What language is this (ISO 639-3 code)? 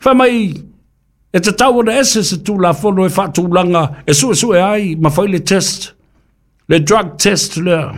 smo